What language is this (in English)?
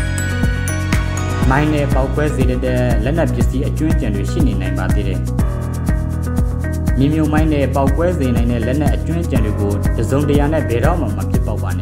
Burmese